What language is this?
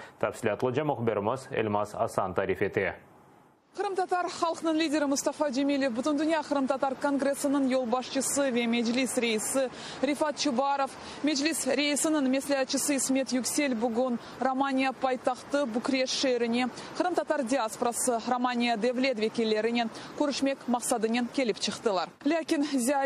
Crimean Tatar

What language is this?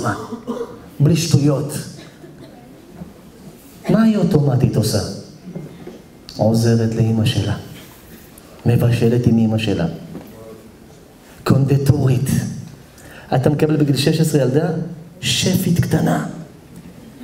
Hebrew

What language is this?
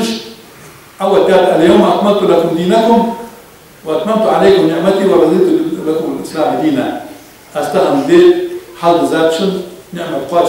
Ingush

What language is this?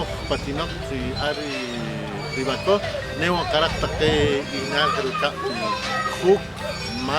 Poqomchi'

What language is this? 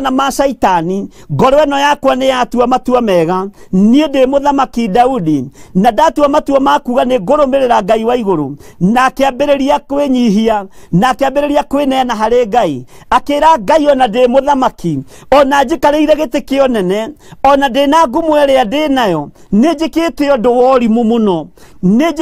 Kikuyu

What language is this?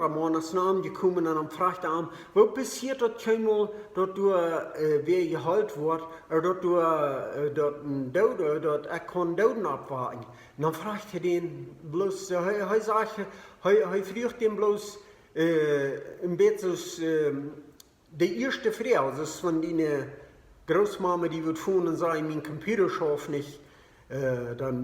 Plautdietsch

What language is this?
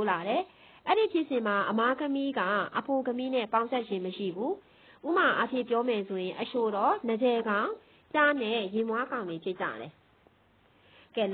Burmese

